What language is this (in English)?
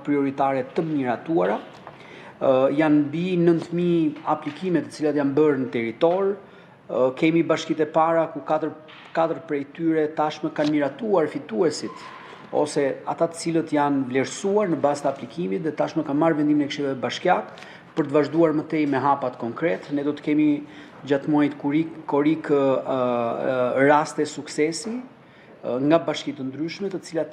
Albanian